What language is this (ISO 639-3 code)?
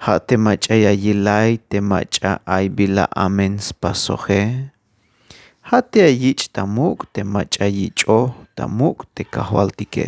tzh